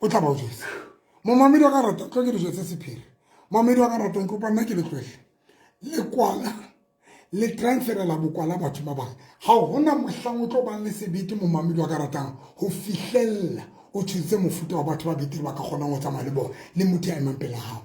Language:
Southern Sotho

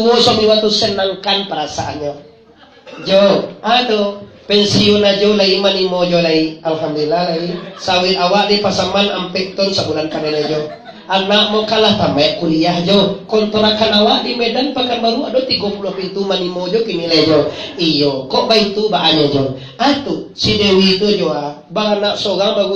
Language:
Minangkabau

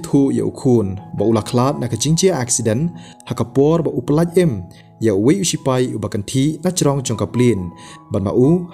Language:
Khasi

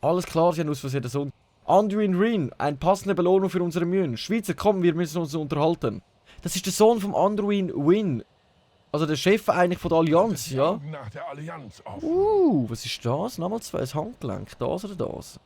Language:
Swiss German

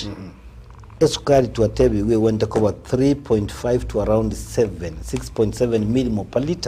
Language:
Gusii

